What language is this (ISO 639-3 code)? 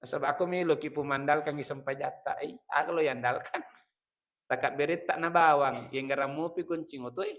bug